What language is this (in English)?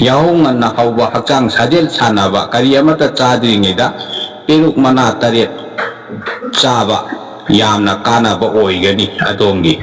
Manipuri